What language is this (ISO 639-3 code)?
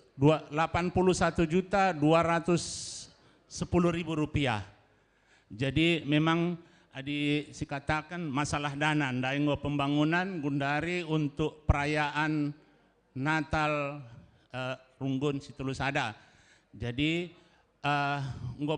btx